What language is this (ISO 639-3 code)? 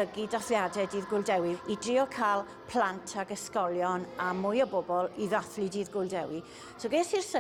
cym